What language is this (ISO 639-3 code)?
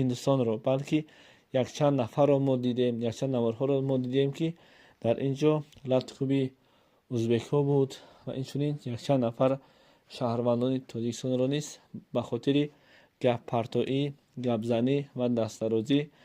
tgk